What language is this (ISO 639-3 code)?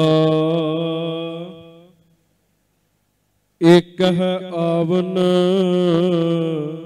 pan